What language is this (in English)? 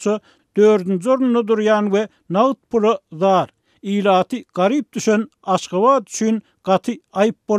Turkmen